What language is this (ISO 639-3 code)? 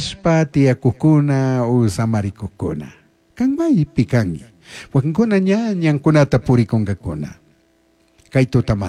qug